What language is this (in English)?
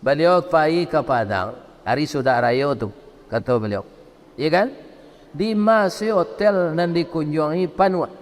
Minangkabau